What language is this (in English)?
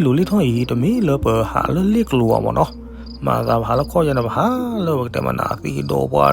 S'gaw Karen